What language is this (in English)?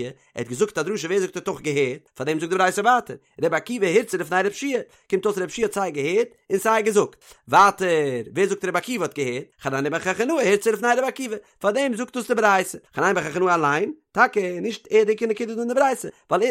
Yiddish